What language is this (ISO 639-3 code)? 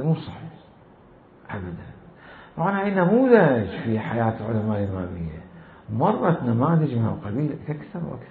acm